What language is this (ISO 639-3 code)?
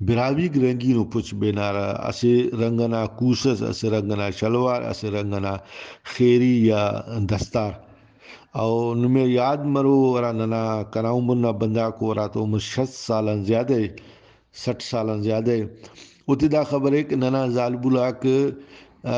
brh